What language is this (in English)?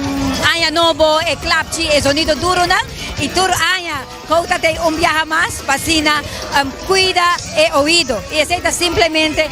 Papiamento